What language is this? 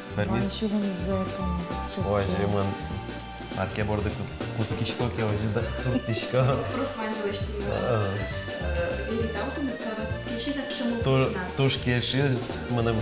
Udmurt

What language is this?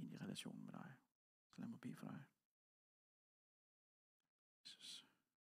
Danish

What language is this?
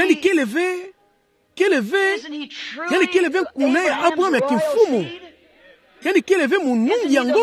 Kituba (Democratic Republic of Congo)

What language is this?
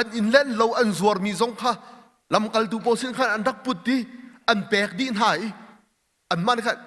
Hakha Chin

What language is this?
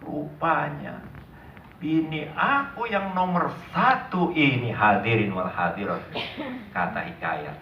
Betawi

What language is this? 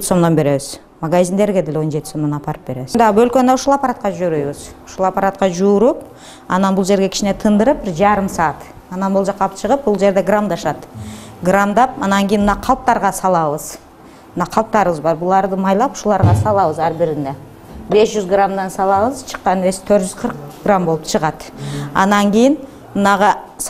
Kyrgyz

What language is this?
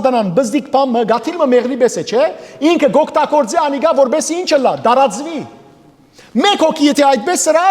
Western Armenian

